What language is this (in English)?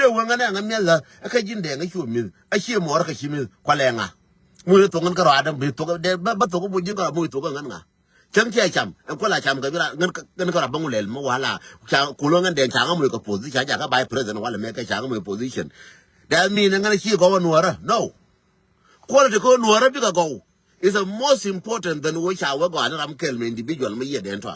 Nuer